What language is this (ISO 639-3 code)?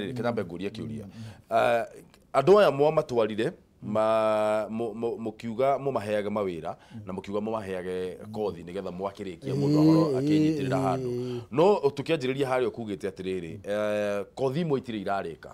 kik